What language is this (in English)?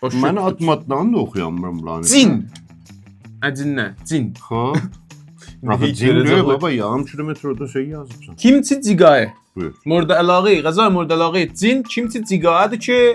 South Azerbaijani